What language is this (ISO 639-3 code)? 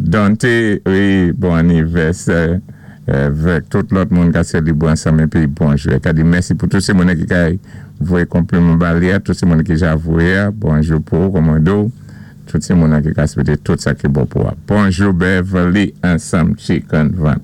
acf